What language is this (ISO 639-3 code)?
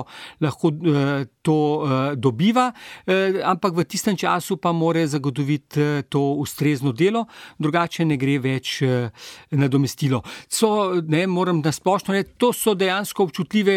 slv